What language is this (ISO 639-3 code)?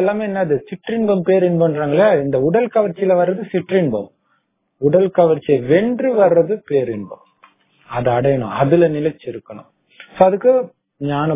tam